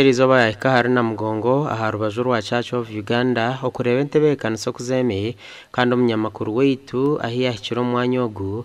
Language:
Nyankole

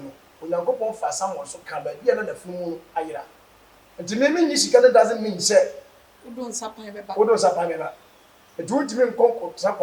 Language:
Akan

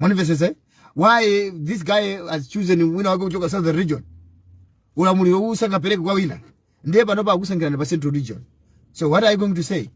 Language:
Nyanja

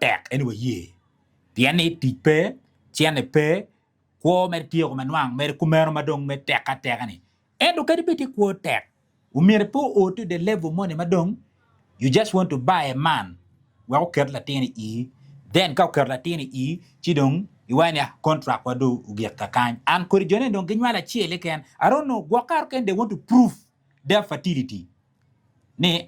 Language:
Acoli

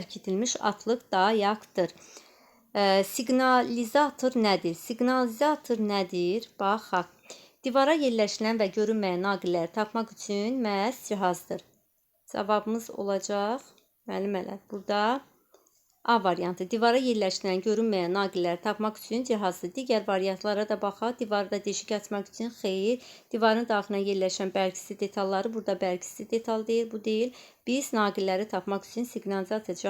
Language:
Azerbaijani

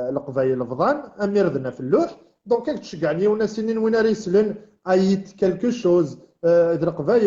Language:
Kabyle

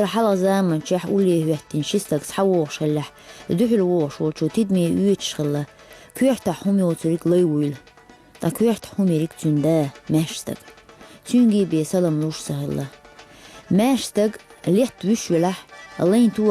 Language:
Chechen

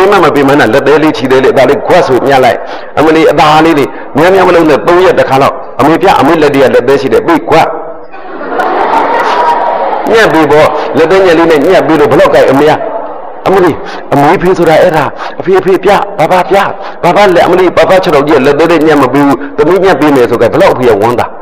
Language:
Burmese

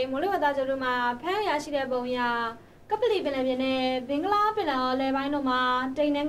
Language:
Burmese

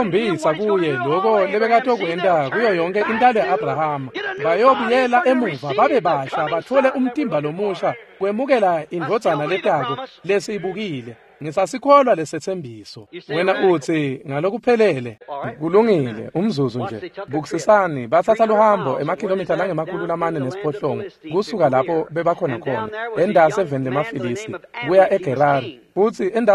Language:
Swati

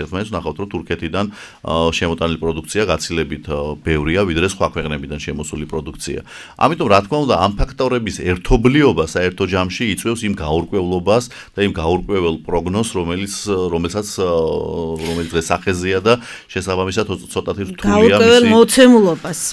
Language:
Georgian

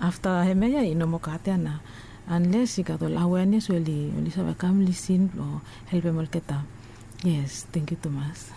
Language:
Bislama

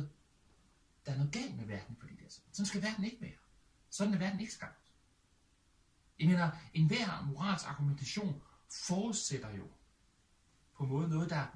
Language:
Danish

